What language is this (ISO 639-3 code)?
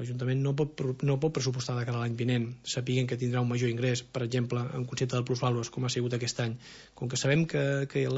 cat